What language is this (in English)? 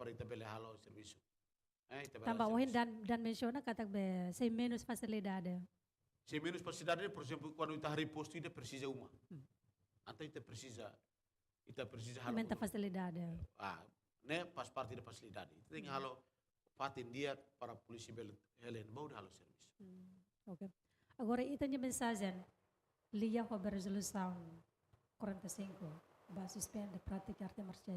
Tetum